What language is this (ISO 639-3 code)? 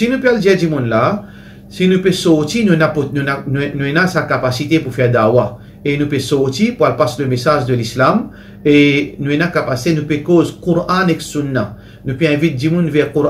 mfe